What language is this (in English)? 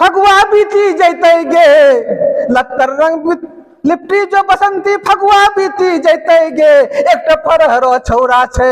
Angika